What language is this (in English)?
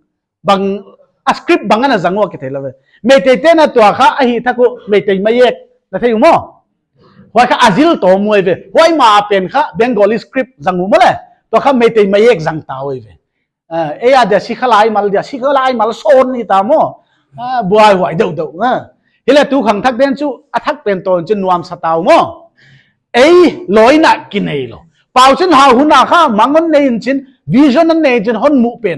Paite Chin